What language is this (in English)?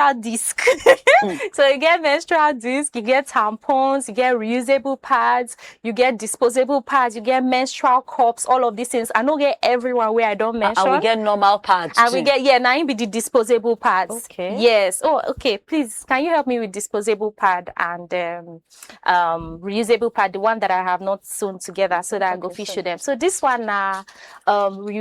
Nigerian Pidgin